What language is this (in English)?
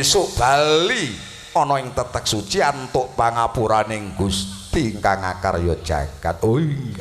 Javanese